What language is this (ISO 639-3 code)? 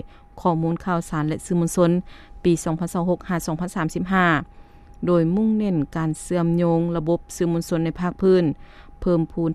lao